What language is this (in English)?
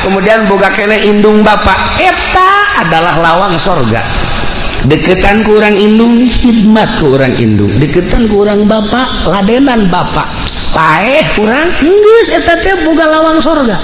Sundanese